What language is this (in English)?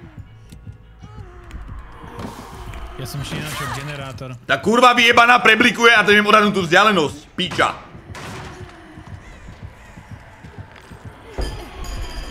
Slovak